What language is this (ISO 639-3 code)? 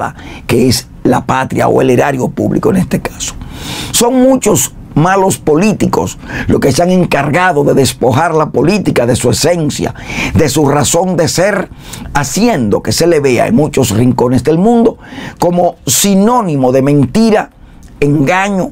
spa